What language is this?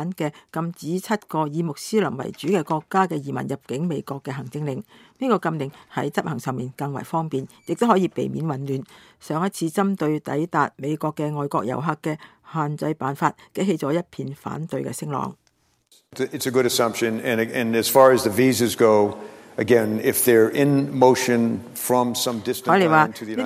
Cantonese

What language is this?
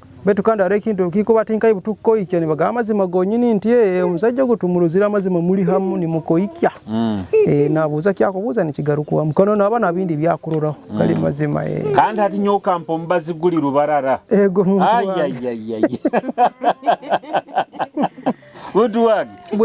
Nyoro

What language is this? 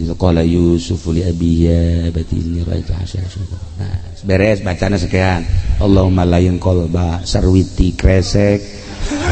Sundanese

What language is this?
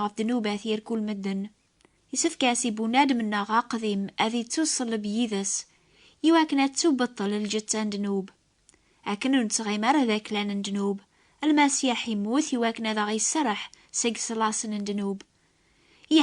Kabyle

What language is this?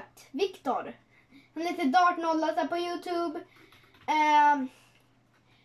Swedish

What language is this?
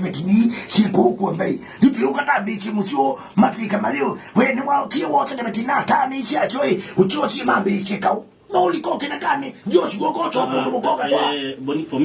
Kamba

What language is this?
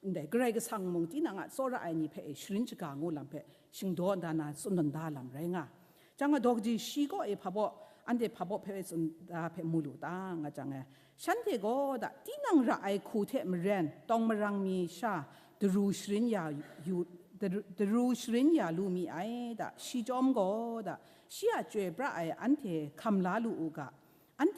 Kachin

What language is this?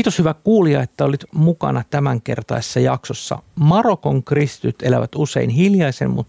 Finnish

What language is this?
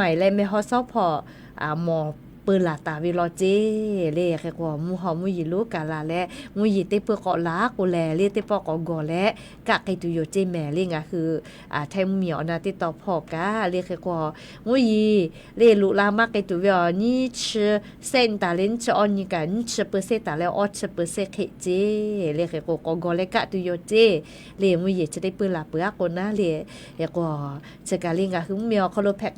Lahu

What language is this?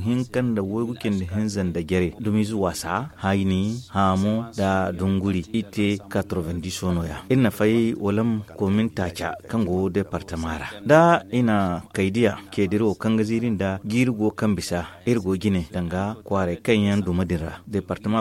Zarma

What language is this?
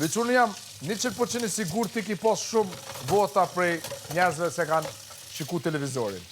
Albanian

